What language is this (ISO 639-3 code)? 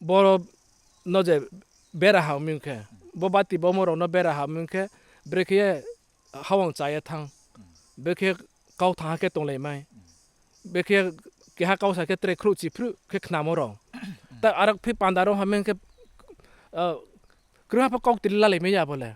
ria